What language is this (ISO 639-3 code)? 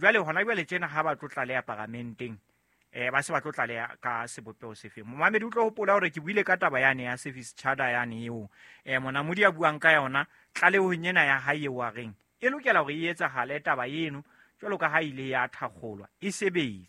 sot